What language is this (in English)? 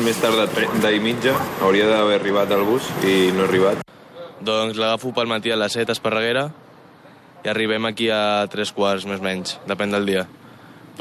Catalan